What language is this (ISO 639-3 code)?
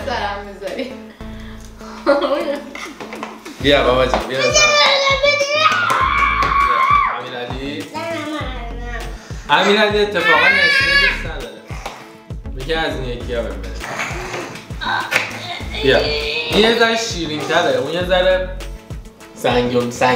fas